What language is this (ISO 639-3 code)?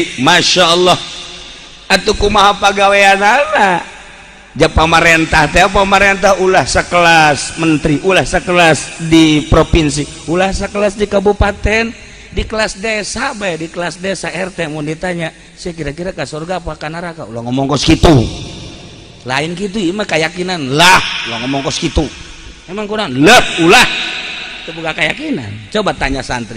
sun